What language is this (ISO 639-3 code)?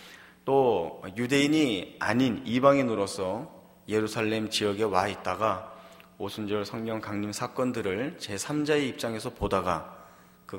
kor